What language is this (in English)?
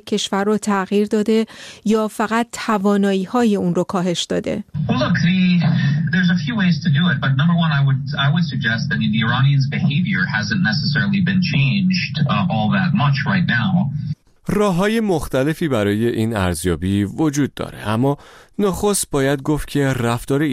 Persian